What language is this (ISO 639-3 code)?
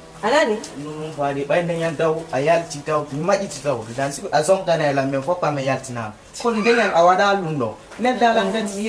ful